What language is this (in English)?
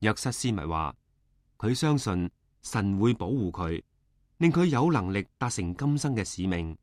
Cantonese